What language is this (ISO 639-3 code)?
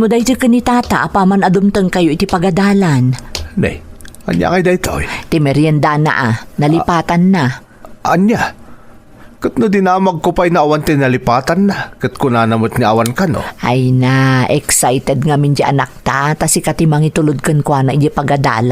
ilo